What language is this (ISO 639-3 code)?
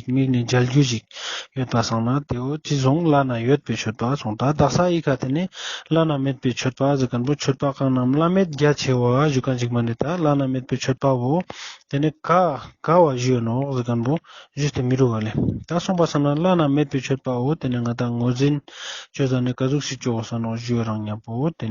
lbj